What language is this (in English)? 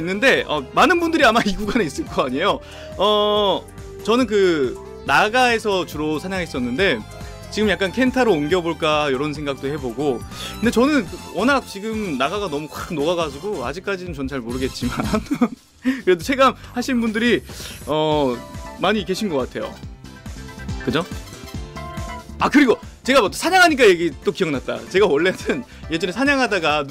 Korean